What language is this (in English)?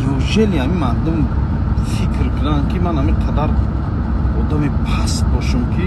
Tajik